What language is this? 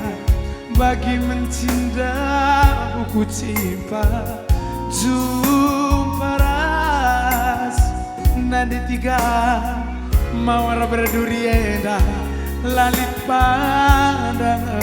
Batak Karo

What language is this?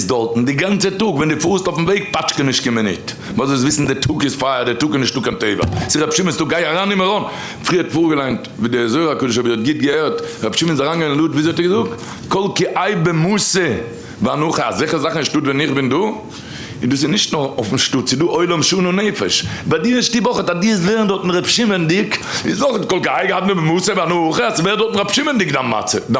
Yiddish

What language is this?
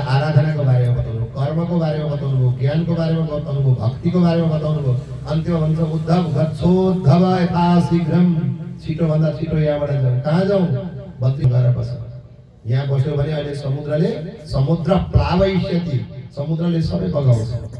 Nepali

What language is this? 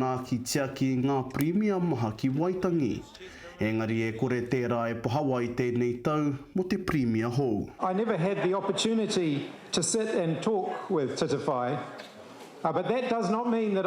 Māori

